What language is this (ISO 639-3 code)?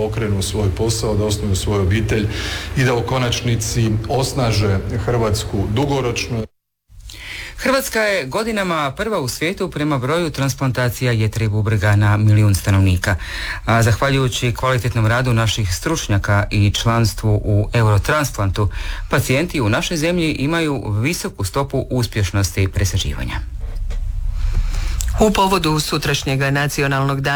hrv